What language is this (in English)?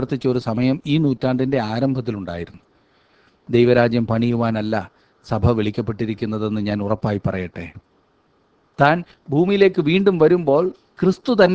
Malayalam